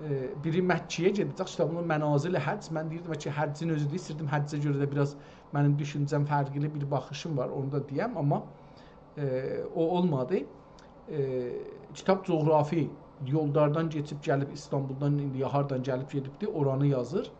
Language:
South Azerbaijani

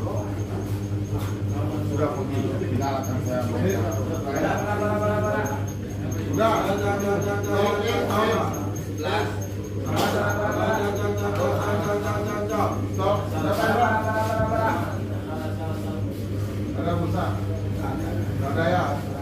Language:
Indonesian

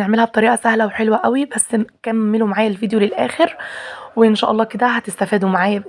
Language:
Egyptian Arabic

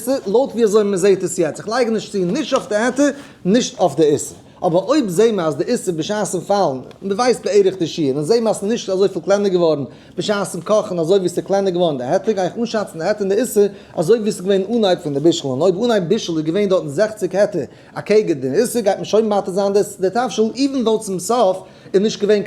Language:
Yiddish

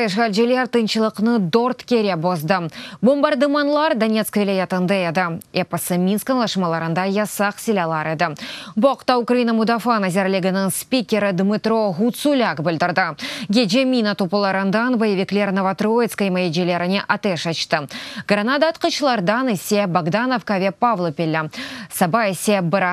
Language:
Crimean Tatar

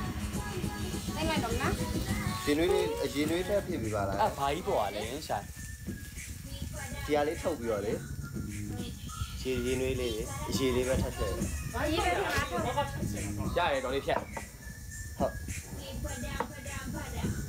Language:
Burmese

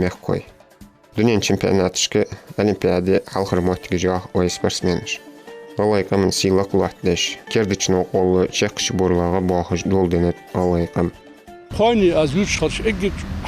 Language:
Ingush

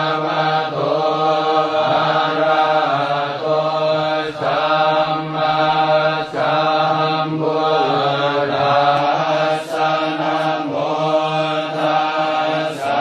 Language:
Pali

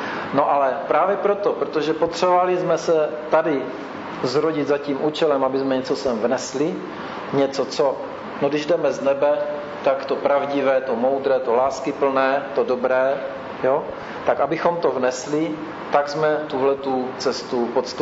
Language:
Czech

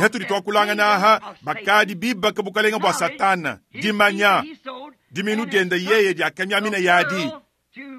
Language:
Luba-Lulua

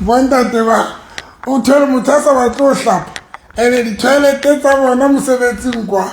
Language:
Southern Sotho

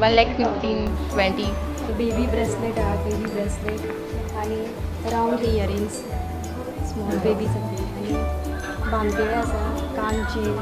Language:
Konkani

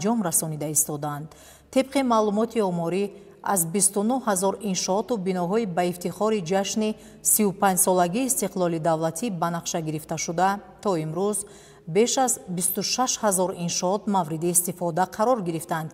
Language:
Tajik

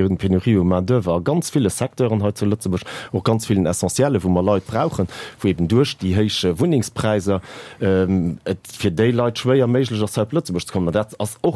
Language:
Luxembourgish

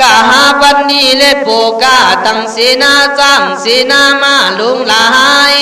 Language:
Khün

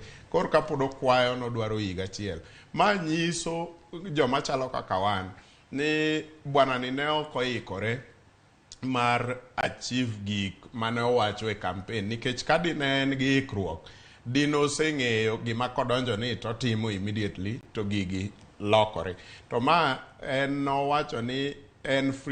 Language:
Luo (Kenya and Tanzania)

